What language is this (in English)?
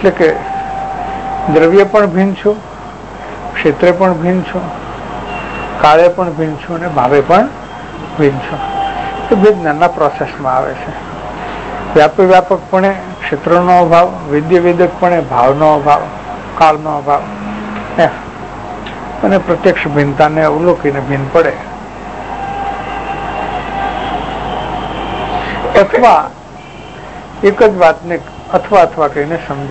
Gujarati